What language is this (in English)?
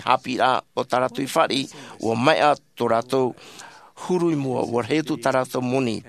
Tahitian